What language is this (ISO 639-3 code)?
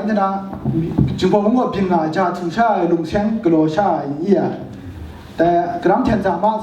kac